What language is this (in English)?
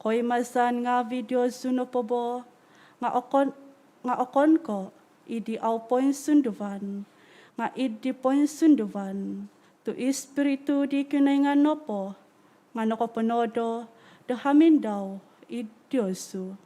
Central Dusun